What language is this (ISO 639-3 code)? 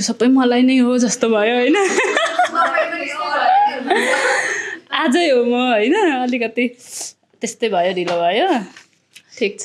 nep